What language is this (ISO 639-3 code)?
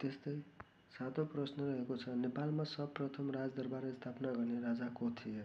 nep